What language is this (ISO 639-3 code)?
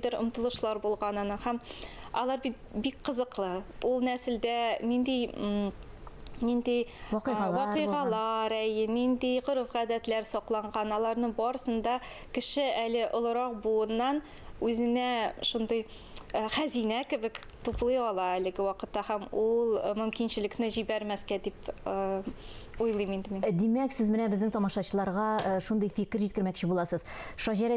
tat